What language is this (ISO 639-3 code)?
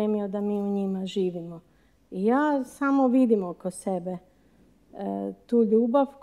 hrv